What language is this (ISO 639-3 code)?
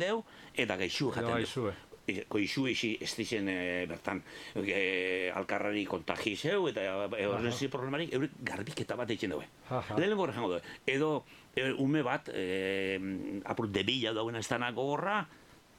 eus